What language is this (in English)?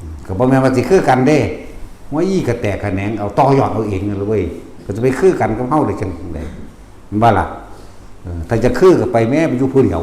Northeastern Thai